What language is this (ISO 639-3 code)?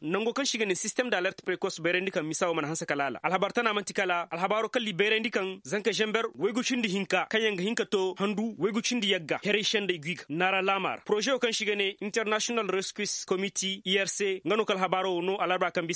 ses